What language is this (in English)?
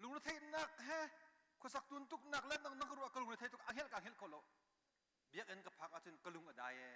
Hakha Chin